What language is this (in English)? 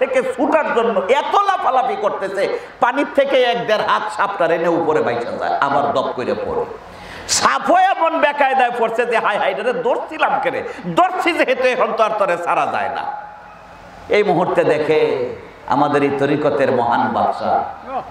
Bangla